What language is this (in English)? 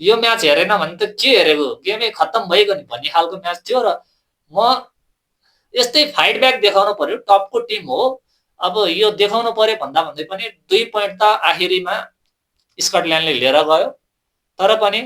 Nepali